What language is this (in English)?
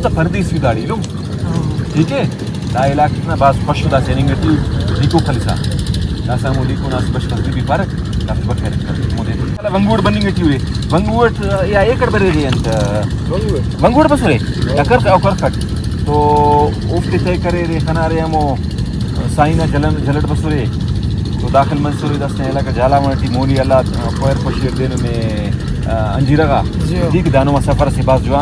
Brahui